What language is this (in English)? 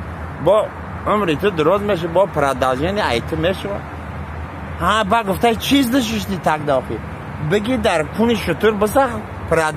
Tajik